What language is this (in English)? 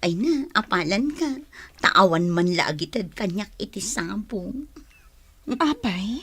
Iloko